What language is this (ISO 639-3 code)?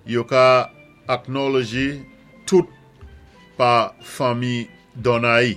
acf